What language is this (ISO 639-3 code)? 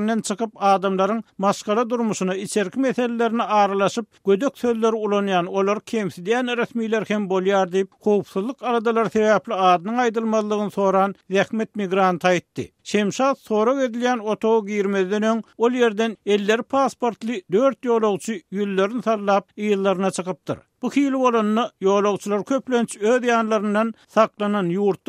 tuk